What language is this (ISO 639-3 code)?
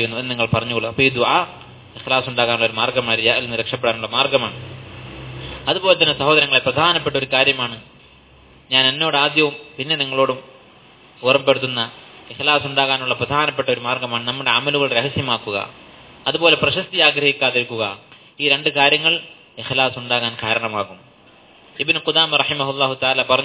mal